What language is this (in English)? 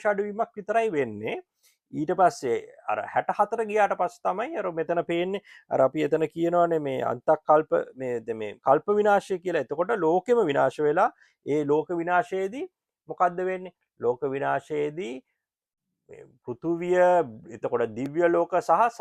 Sinhala